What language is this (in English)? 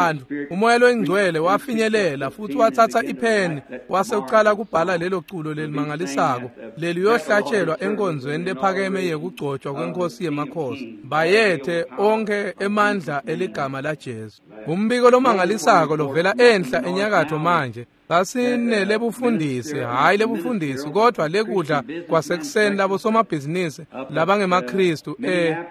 Swati